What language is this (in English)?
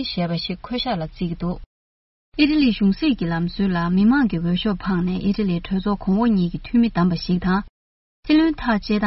Tibetan